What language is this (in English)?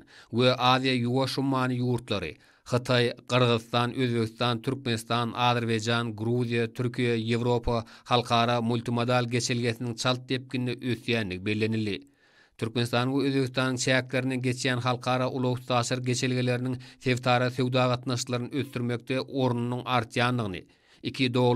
Turkmen